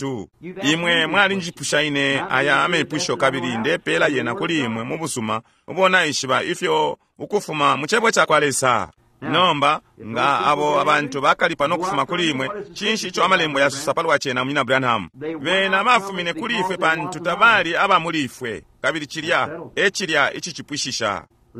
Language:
Bemba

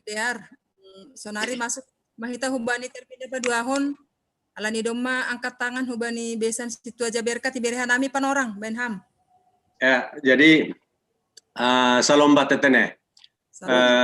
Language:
Batak Simalungun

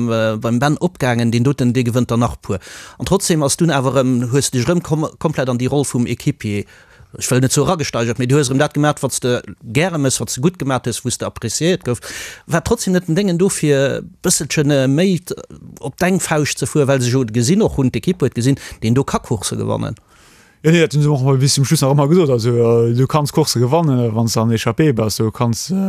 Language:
Luxembourgish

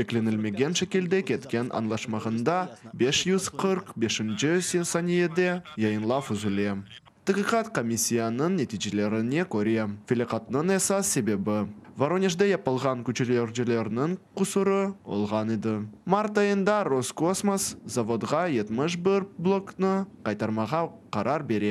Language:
Crimean Tatar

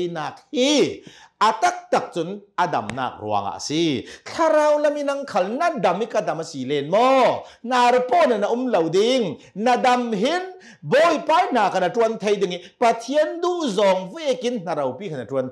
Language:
Hakha Chin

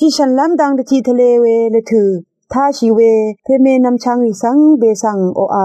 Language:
Rawang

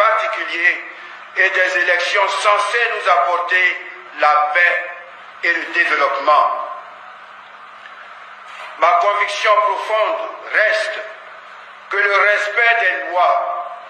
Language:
French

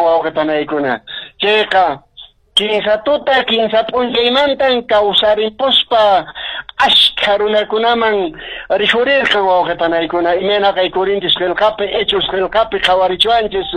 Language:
Quechua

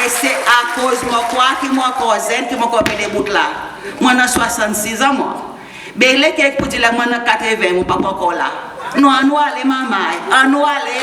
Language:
Seselwa Creole French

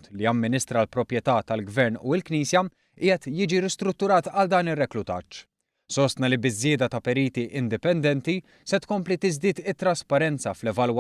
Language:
Maltese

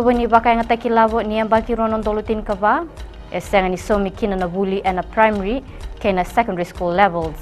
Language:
Fijian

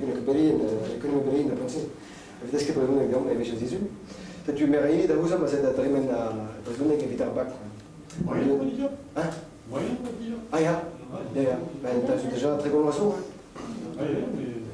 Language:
Breton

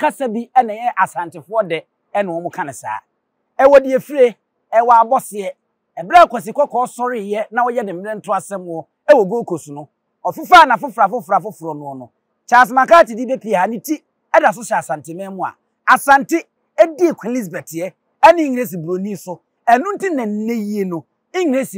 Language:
Akan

